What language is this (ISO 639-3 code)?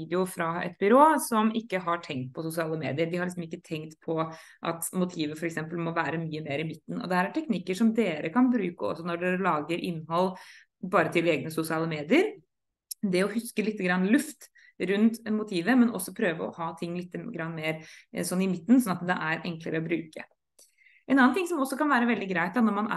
nor